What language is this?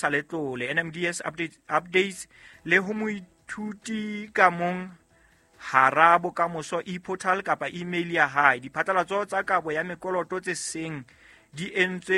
Southern Sotho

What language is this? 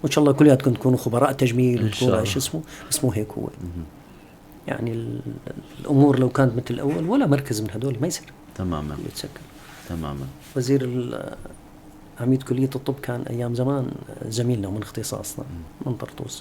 North Levantine Arabic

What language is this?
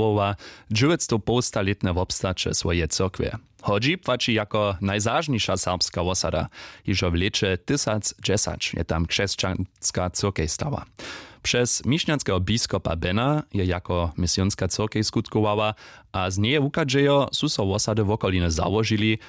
Upper Sorbian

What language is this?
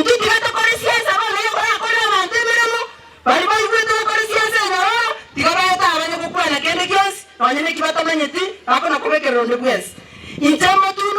Gusii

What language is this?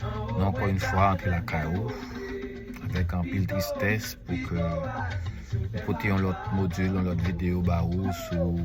Haitian Creole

